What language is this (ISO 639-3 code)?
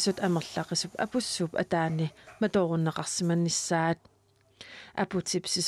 kal